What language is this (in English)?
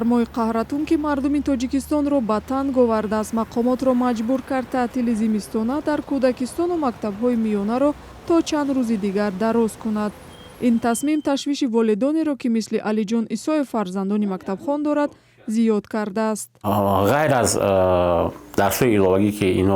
Tajik